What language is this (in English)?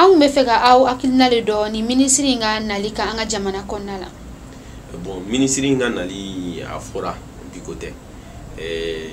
Bambara